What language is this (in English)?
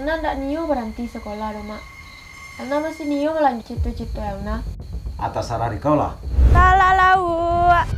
Minangkabau